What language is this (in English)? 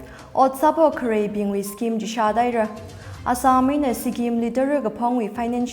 Tangkhul Naga (India)